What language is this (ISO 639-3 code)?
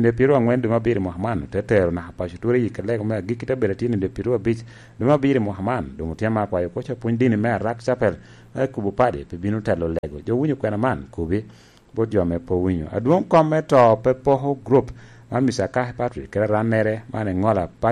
laj